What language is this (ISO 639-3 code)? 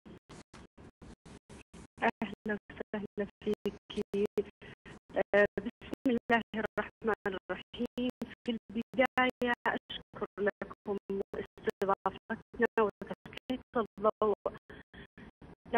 ara